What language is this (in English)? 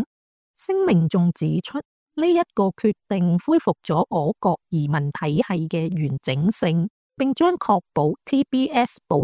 Cantonese